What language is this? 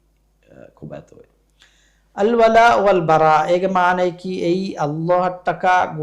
Divehi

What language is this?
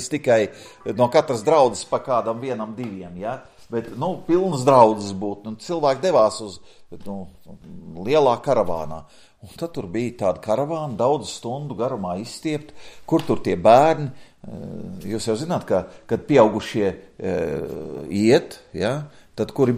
Latvian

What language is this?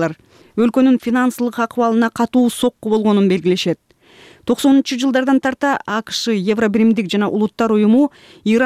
Kyrgyz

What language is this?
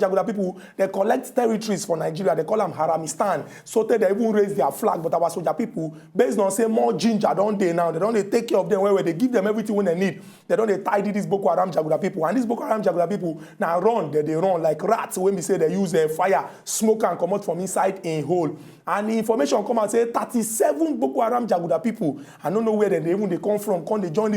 Nigerian Pidgin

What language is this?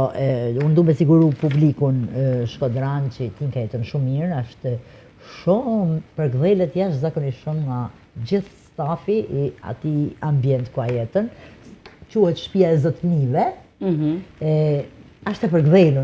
Albanian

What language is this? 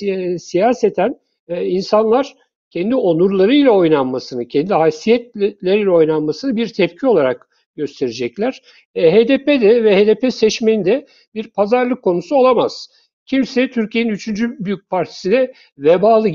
Turkish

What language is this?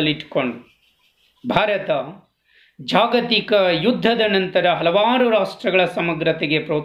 Kannada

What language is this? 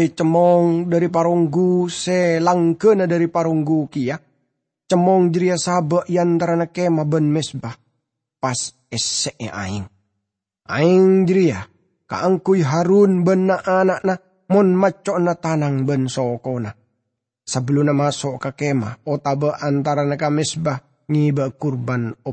Madurese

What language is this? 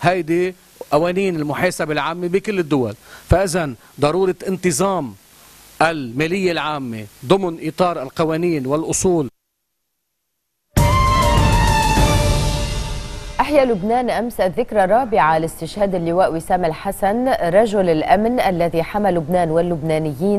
Arabic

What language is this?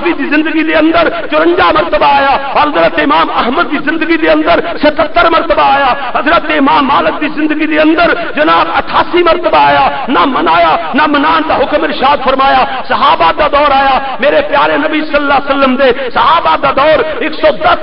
Western Panjabi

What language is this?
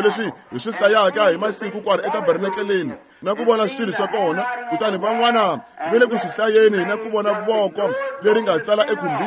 Tsonga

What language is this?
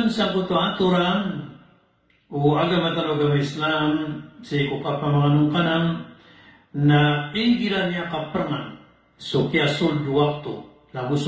Maranao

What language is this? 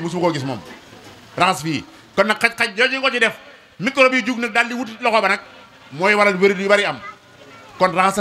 Wolof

